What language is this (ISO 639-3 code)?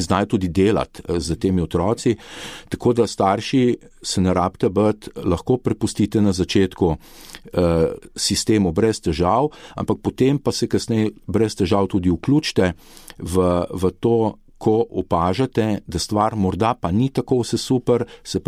slv